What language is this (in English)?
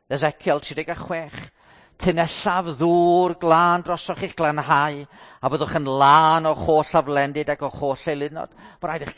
Welsh